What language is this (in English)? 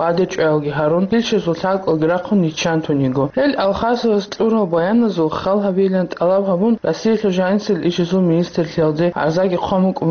Avaric